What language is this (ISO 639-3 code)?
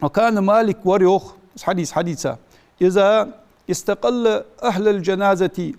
inh